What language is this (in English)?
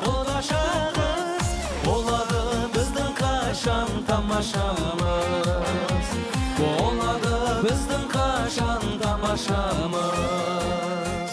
Kara-Kalpak